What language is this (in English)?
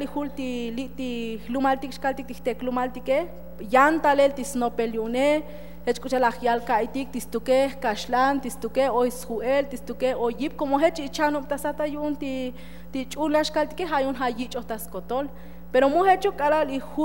Tzotzil